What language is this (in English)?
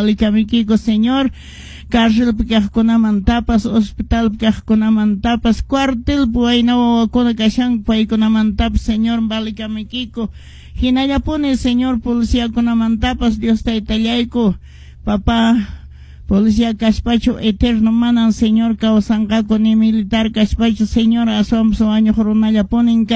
Quechua